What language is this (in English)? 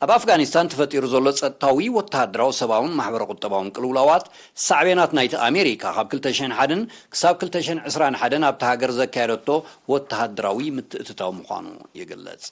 Tigrinya